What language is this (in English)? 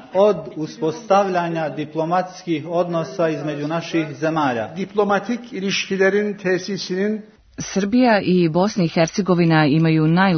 Serbian